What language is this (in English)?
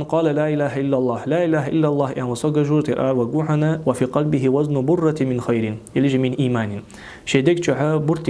Ingush